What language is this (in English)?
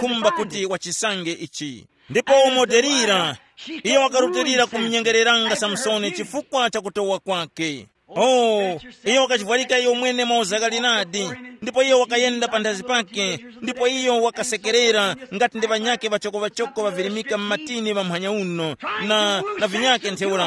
Tumbuka